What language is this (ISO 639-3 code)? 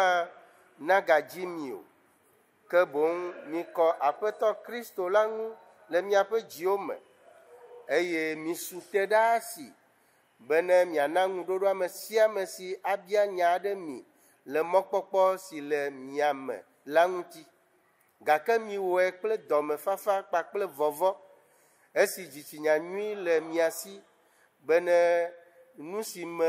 ewe